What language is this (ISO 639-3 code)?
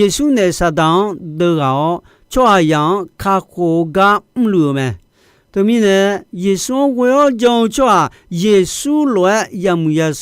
ahk